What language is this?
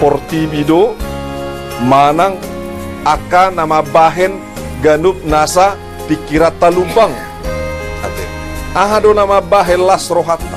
Batak Toba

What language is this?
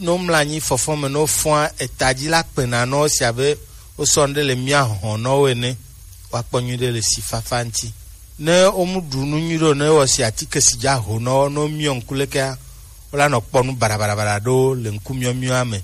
Gen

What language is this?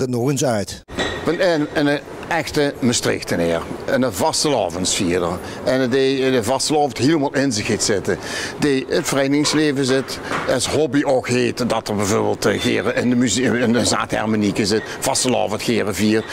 Limburgish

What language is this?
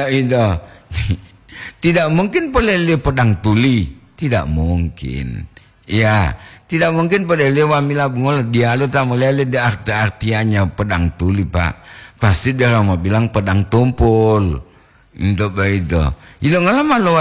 Gorontalo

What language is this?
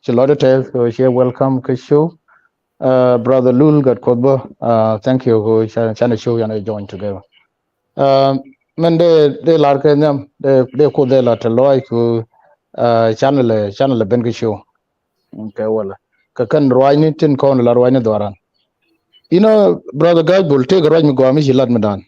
Nuer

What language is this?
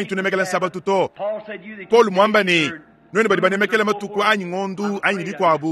Luba-Lulua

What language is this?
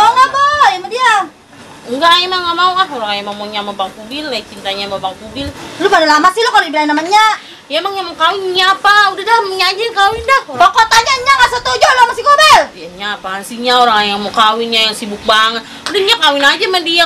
Betawi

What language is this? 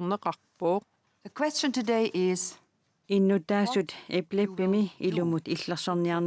Kalaallisut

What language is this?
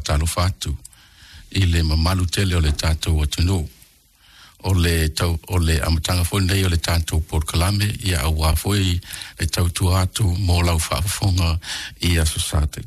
Samoan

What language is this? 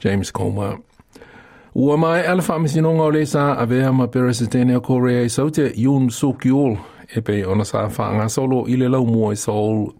Samoan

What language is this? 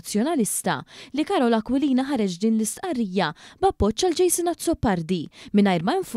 Maltese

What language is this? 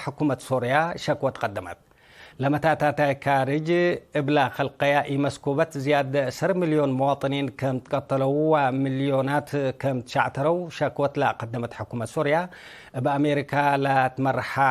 Tigre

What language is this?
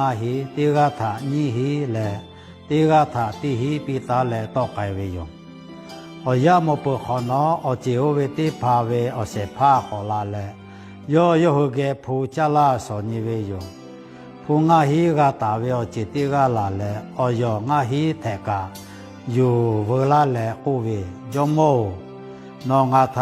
Lahu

